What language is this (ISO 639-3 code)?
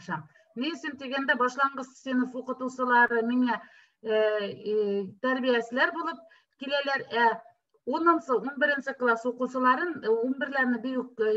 bak